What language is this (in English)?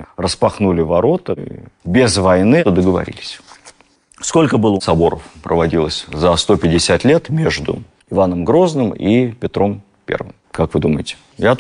Russian